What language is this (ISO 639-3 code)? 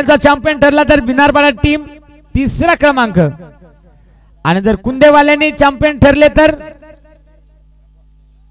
mar